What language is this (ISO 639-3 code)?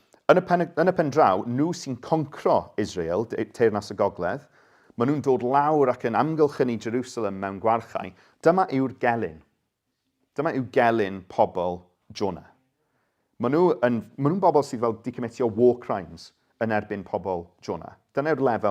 cym